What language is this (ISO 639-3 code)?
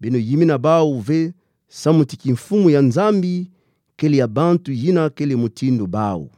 ktu